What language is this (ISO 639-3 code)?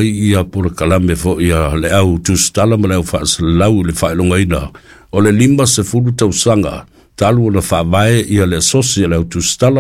smo